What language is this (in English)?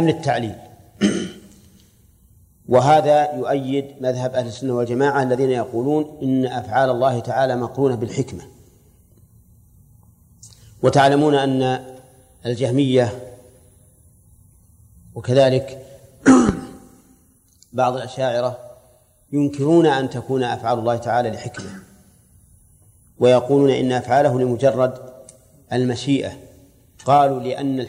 Arabic